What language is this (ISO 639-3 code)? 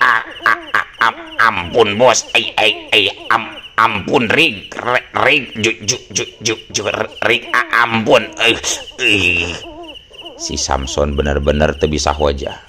sun